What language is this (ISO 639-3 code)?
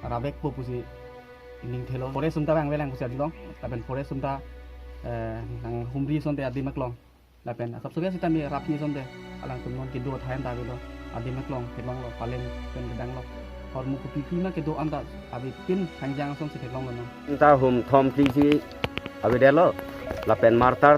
mjw